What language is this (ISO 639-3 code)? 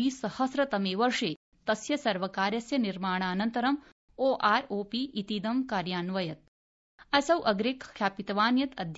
san